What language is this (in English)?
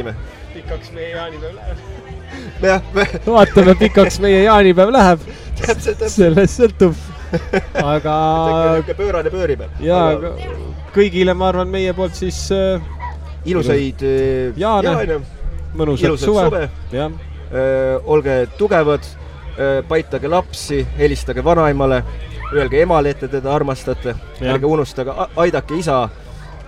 Estonian